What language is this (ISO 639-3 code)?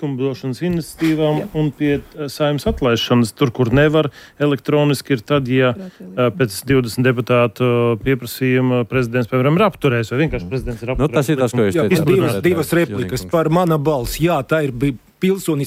lav